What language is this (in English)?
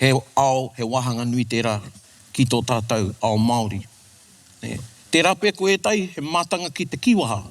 Māori